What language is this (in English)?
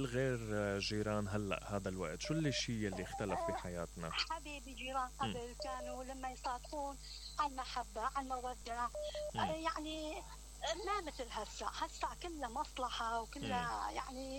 Mesopotamian Arabic